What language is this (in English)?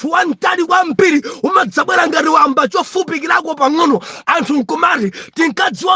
Nyanja